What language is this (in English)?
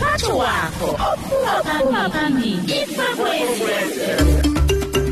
South Ndebele